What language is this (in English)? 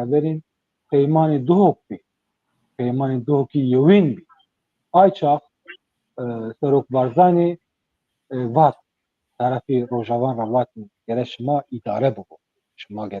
Zaza